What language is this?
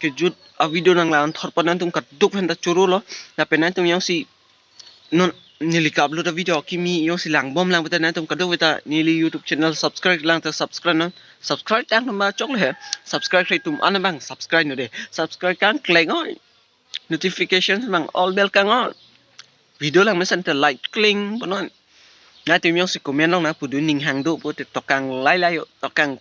Karbi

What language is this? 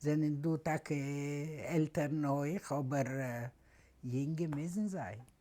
Yiddish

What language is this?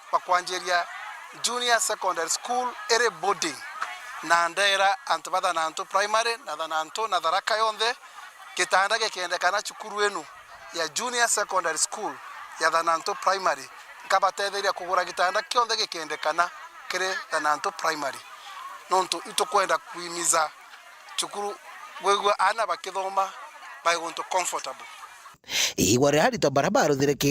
Meru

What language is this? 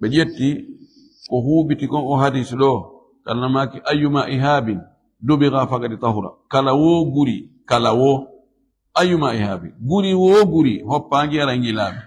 Fula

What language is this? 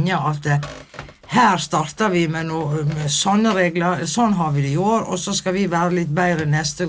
Norwegian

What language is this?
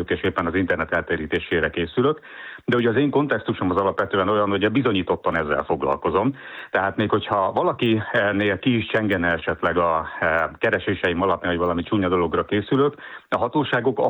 Hungarian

